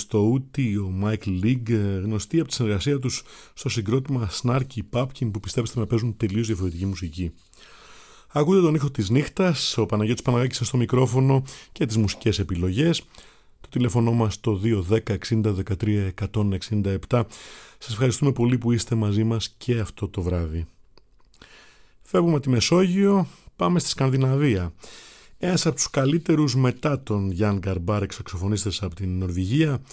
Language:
Greek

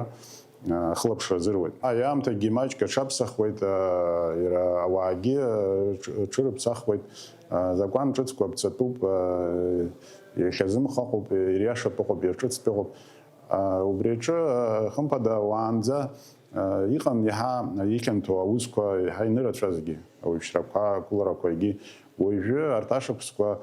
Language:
Abkhazian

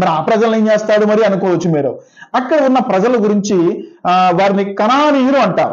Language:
Telugu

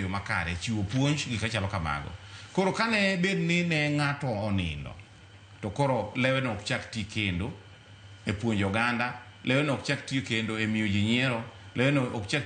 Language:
Luo (Kenya and Tanzania)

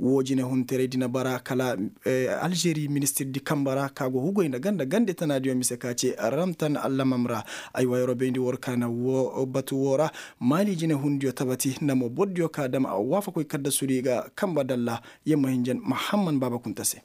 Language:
Koyraboro Senni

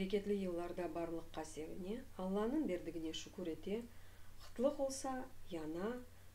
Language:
Crimean Tatar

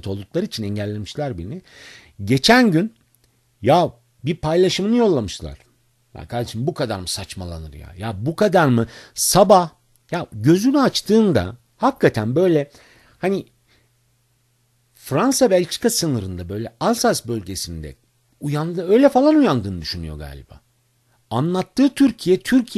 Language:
Turkish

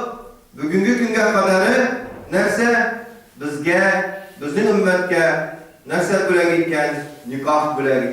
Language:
Tatar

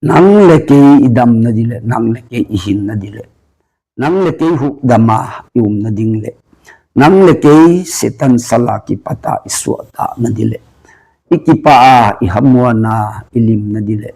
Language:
Tedim Chin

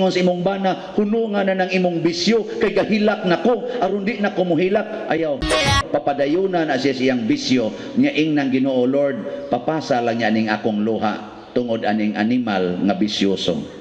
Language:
Cebuano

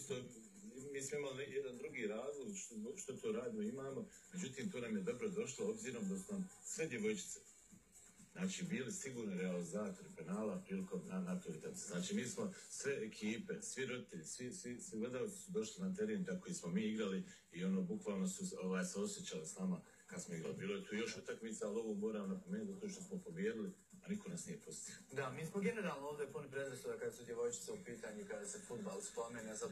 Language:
Bosnian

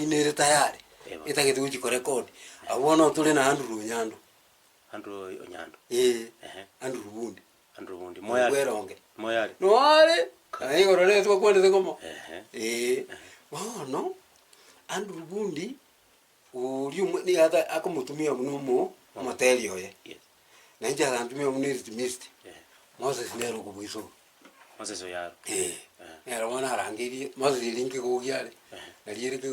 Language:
Gusii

